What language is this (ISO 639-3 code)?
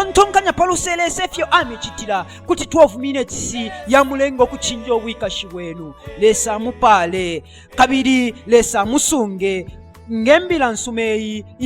bem